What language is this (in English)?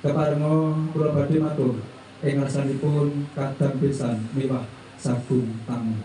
Javanese